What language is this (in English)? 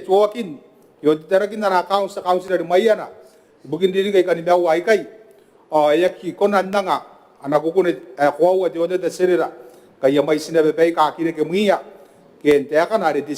Gilbertese